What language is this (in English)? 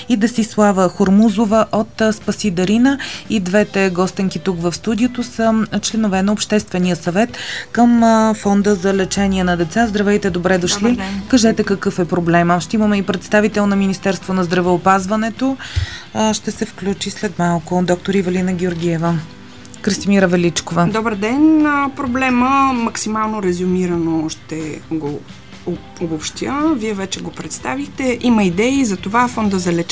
Bulgarian